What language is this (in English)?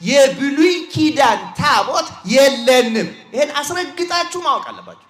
Amharic